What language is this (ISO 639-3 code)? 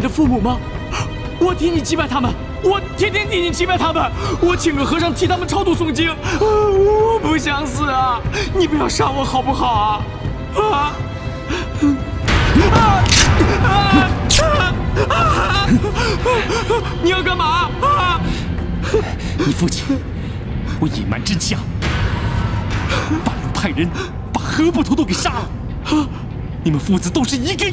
zho